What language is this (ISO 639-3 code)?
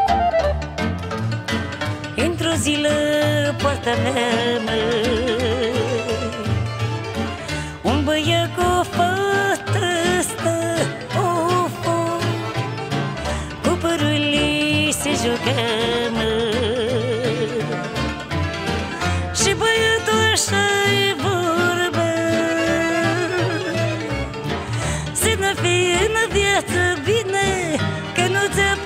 ron